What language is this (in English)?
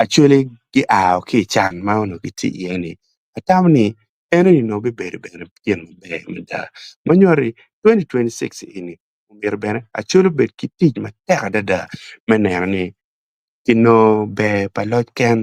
Acoli